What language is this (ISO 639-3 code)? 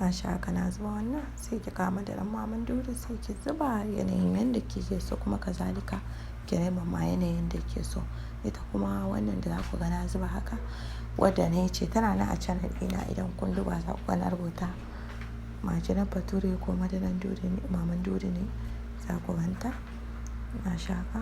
hau